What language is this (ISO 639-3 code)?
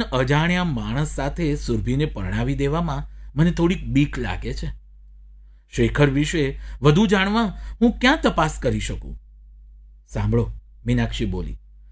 guj